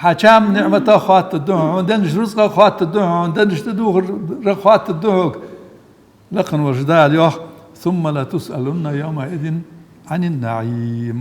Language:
Ingush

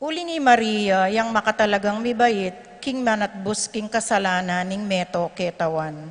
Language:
Pampanga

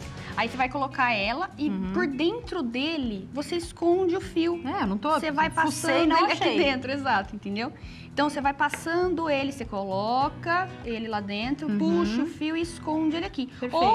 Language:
Portuguese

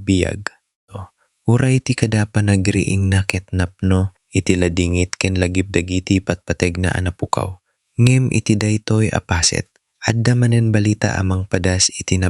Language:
Iloko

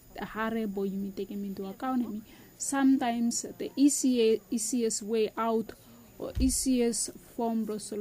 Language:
Bislama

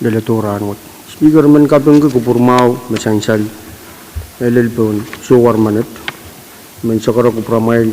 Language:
Pohnpeian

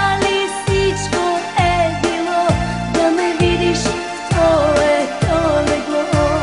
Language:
Bulgarian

